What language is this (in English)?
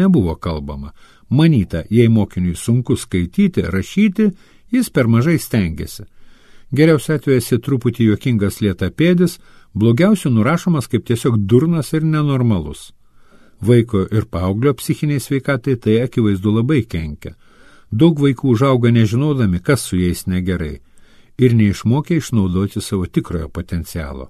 Lithuanian